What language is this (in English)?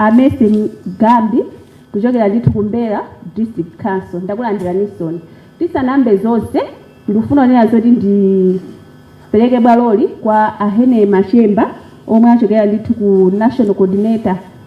Nyanja